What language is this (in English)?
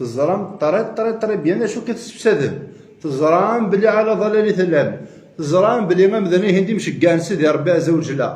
Kabyle